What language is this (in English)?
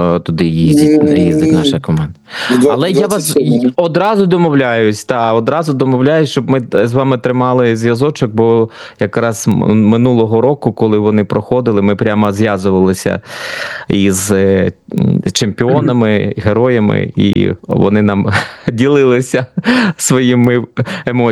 Ukrainian